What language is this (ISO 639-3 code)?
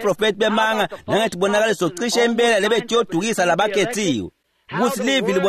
ssw